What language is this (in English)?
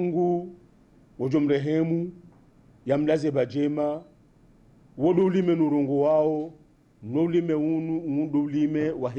Ngazidja Comorian